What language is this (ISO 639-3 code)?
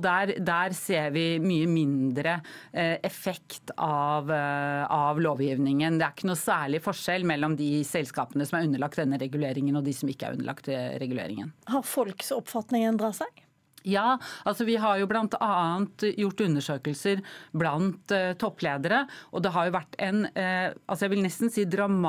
nor